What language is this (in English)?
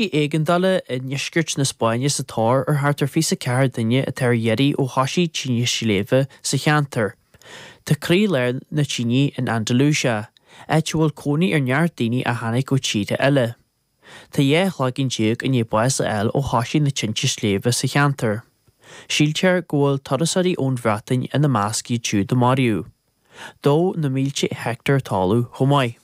Irish